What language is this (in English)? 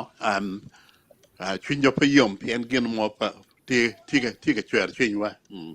Acoli